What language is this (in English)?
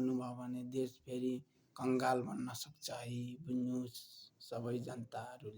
Nepali